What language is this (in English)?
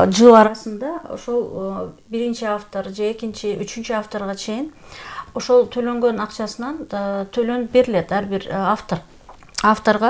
Kyrgyz